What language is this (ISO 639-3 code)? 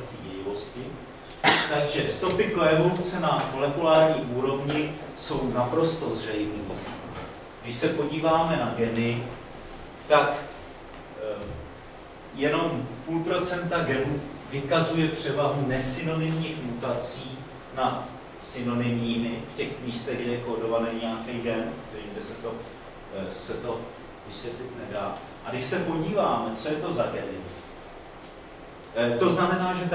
ces